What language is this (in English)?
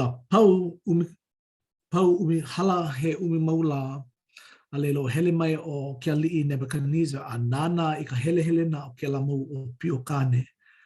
Hawaiian